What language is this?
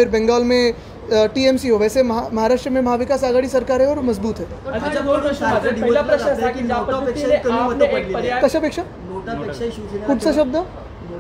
Marathi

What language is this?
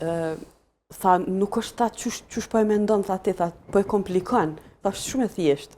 Albanian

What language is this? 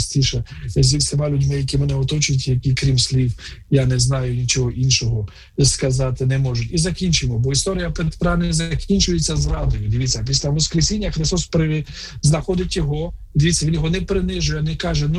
Ukrainian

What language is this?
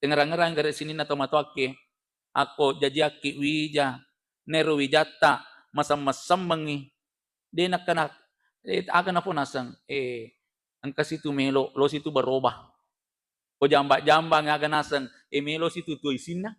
Buginese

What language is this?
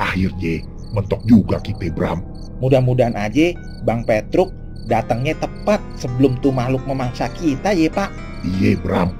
Betawi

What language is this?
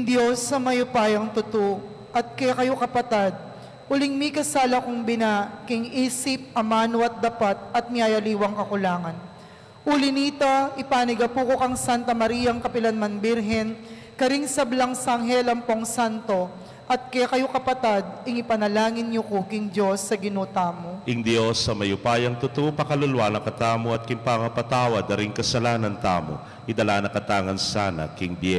Pampanga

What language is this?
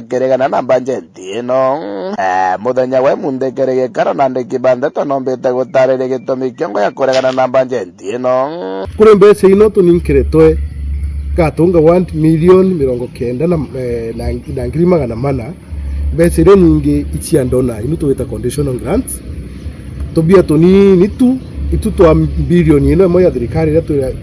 Meru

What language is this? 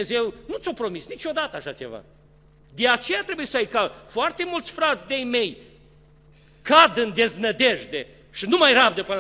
Romanian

